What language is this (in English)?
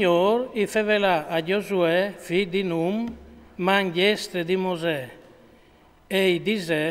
Friulian